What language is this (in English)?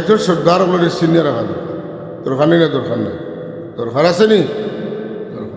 Sylheti